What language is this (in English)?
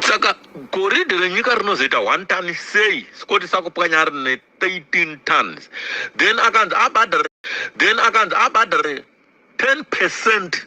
Shona